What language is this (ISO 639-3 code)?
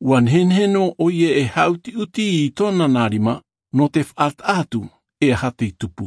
tah